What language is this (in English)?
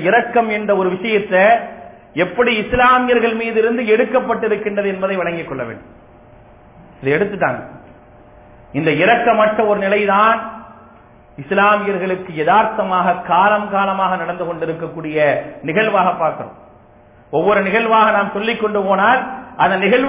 Tamil